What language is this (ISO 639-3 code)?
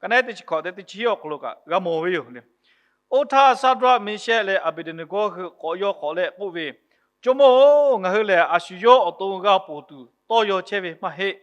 lhu